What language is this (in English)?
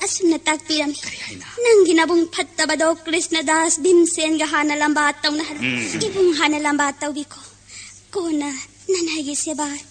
Manipuri